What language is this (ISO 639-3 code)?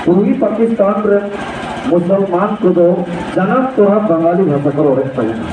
sat